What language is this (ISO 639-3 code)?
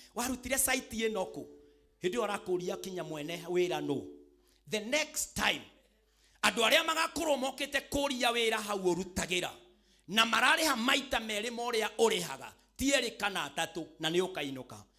kik